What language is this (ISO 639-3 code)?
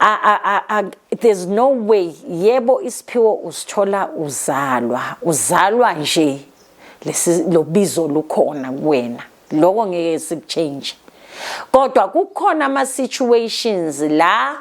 zul